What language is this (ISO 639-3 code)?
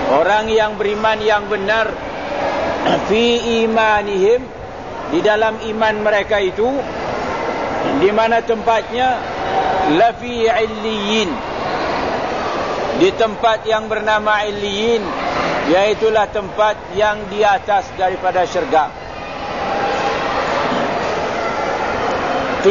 msa